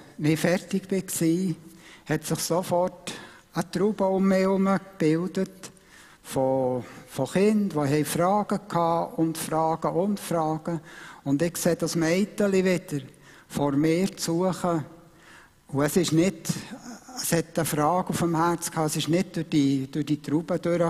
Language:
Swiss German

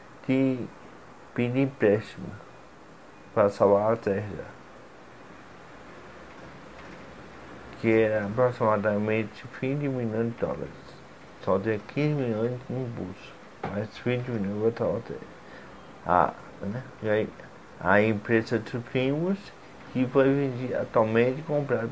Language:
Portuguese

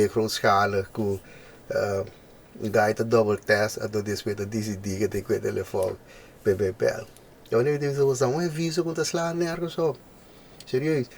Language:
Papiamento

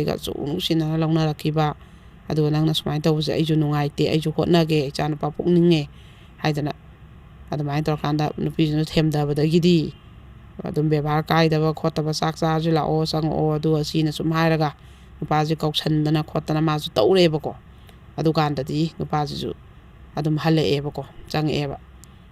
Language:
Manipuri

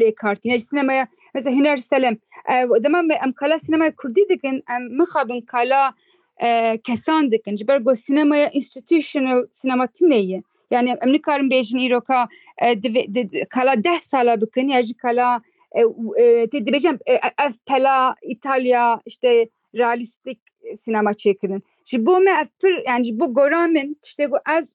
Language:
Kurdish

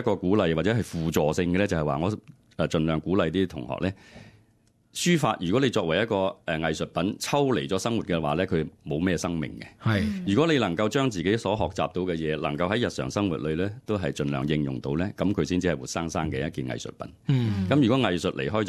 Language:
Cantonese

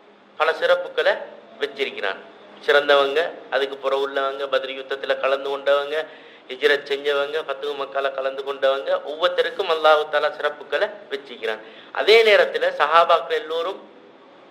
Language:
Tamil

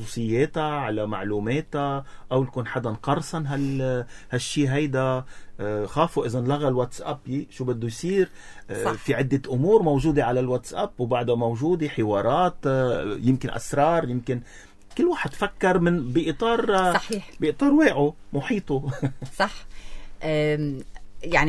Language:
North Levantine Arabic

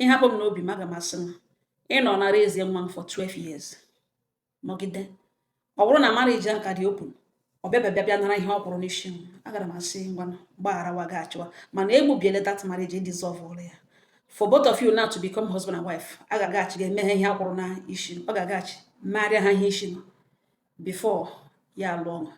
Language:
Igbo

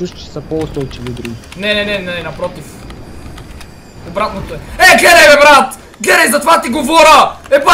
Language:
Bulgarian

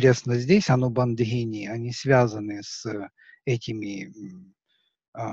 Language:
Russian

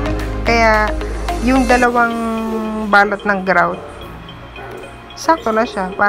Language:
Filipino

